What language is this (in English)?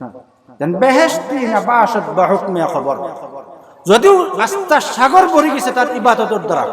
Sylheti